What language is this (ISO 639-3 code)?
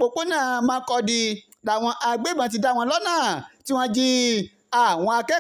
yor